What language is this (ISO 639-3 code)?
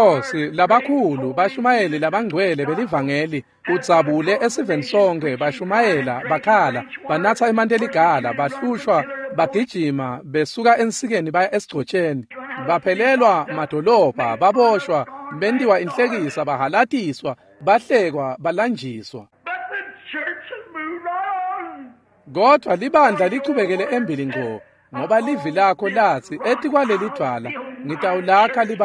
ssw